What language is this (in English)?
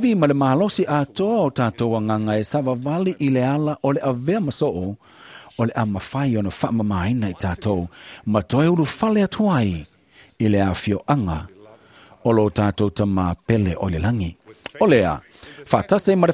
Samoan